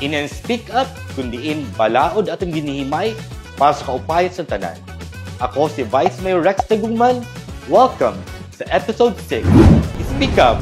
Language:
Waray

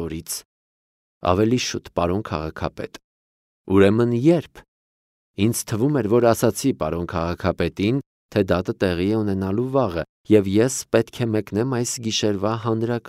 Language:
Armenian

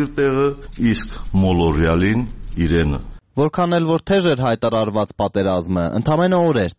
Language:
Armenian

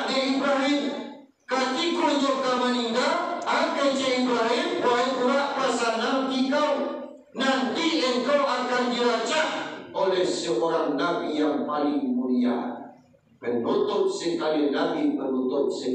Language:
Minangkabau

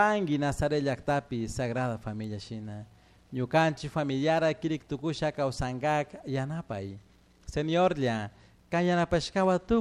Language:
Chimborazo Highland Quichua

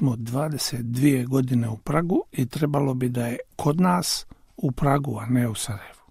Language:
Bosnian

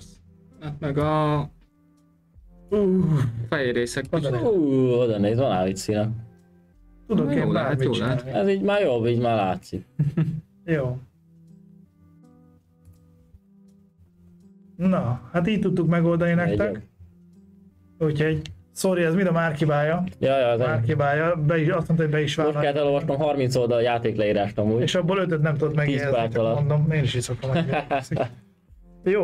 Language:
Hungarian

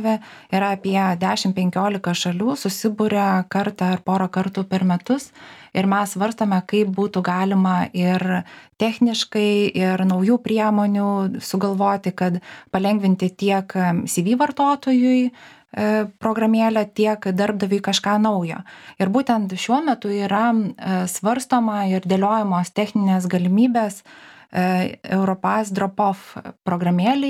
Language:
Lithuanian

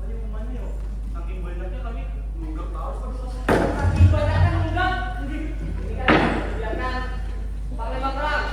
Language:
Banjar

